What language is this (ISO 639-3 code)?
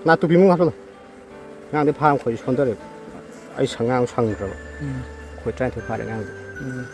mni